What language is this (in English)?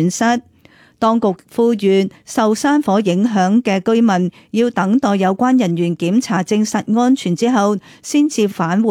Cantonese